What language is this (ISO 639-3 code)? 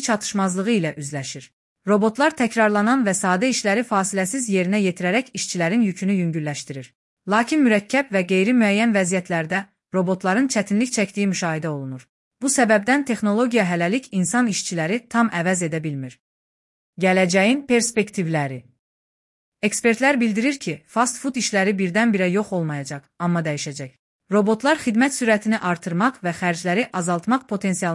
aze